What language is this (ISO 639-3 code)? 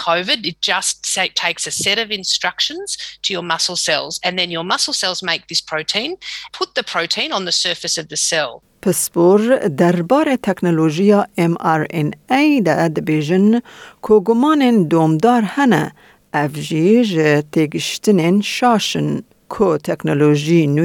kur